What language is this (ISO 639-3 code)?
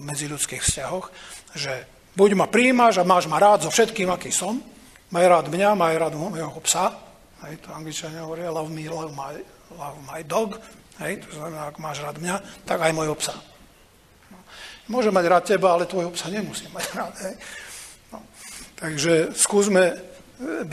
slk